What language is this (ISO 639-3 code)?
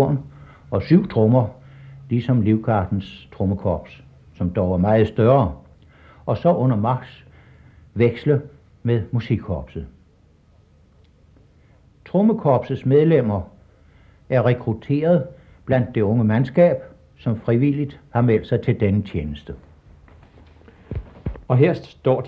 dan